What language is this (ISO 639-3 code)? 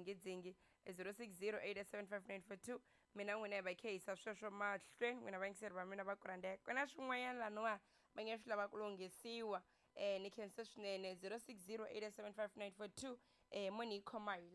tso